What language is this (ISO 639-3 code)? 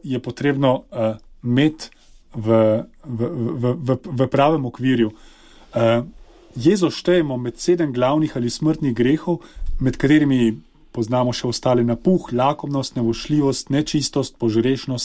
slv